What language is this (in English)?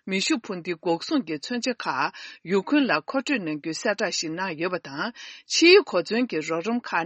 Tibetan